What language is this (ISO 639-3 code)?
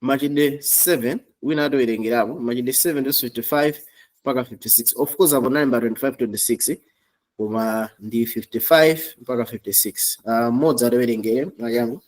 nya